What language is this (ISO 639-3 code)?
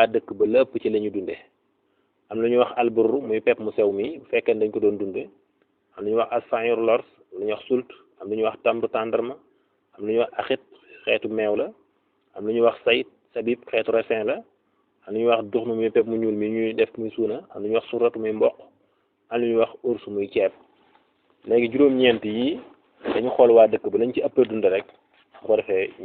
wol